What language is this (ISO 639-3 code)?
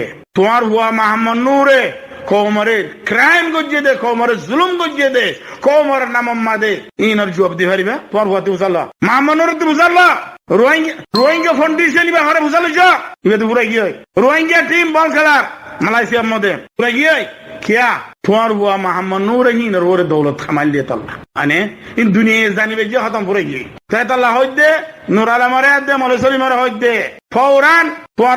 rhg